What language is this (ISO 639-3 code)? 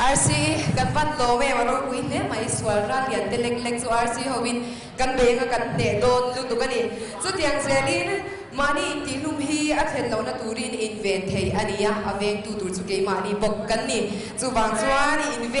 lus